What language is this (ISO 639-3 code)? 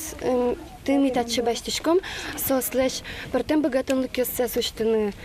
udm